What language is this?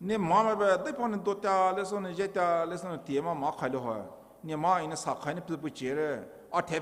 Poumei Naga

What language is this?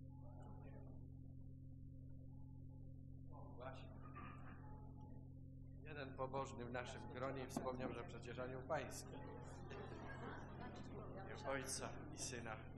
Polish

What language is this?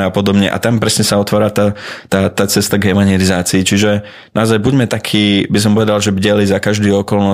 Slovak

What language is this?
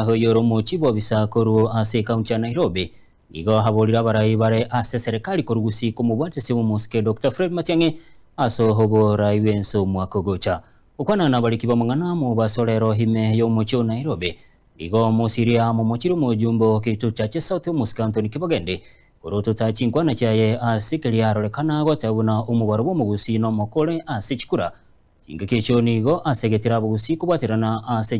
Gusii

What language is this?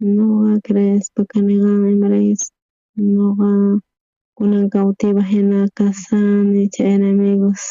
South Bolivian Quechua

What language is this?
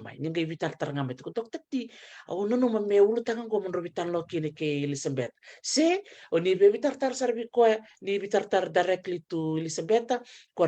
Fijian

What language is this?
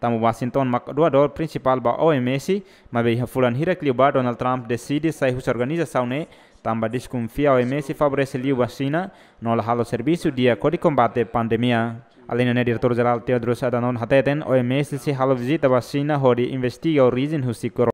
Tetum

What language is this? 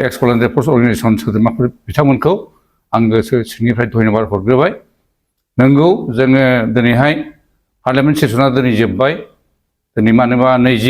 Bodo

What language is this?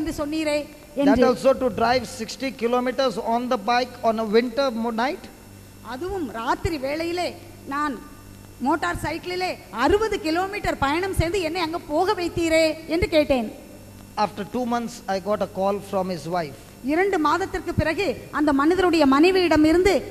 Tamil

